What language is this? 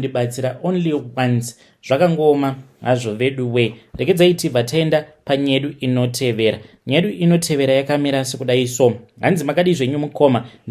Shona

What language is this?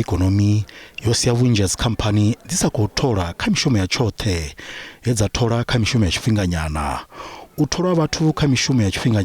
Venda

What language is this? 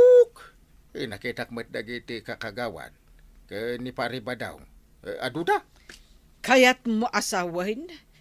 Iloko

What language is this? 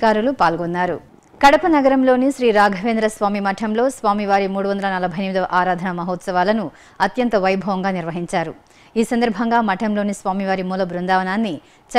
Telugu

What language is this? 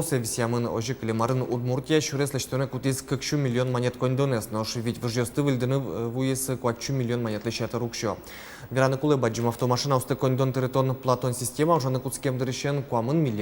Udmurt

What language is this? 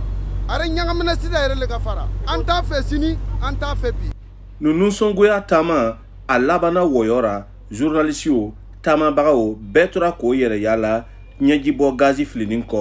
Bambara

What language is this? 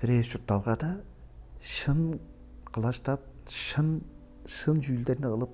Tuvinian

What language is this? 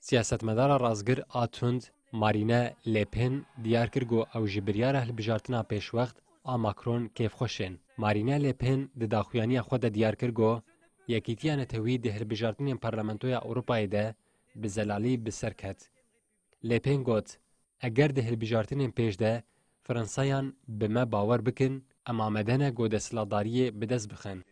Kurdish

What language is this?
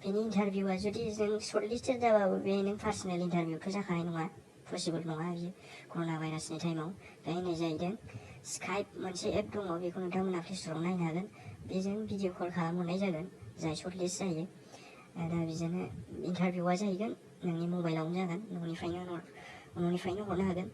Bodo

